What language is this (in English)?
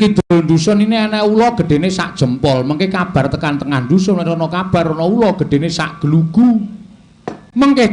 Javanese